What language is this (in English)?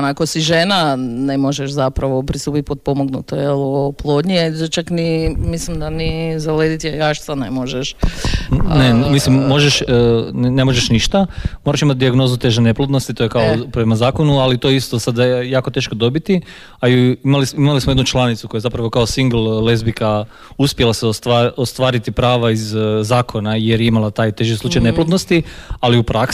Croatian